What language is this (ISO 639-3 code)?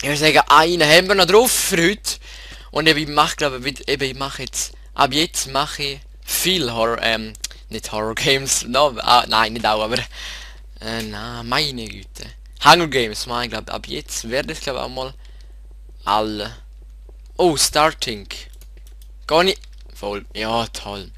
gsw